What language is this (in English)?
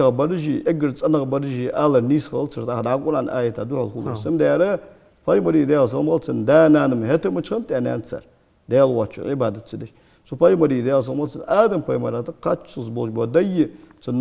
Ingush